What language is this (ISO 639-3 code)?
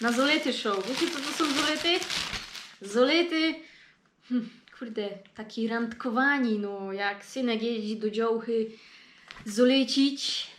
szl